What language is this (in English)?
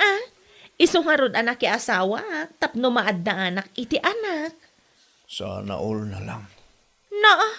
Iloko